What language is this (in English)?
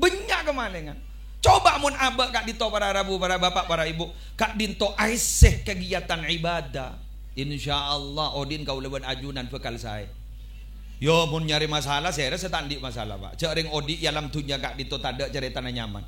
Madurese